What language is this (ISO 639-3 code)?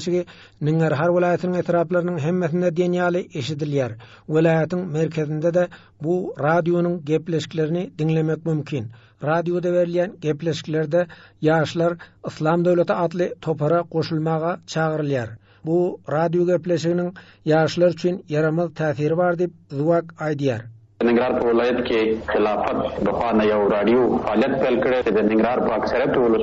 tuk